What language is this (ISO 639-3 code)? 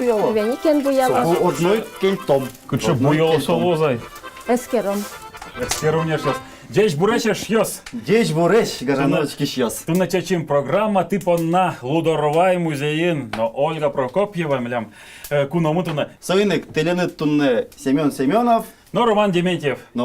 udm